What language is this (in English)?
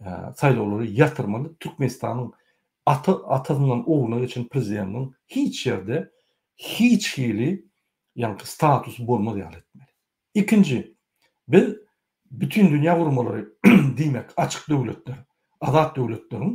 Turkmen